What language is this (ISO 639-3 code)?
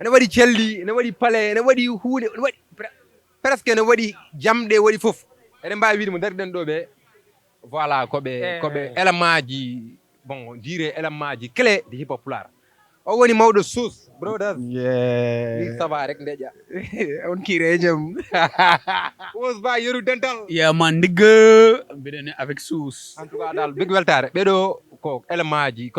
ful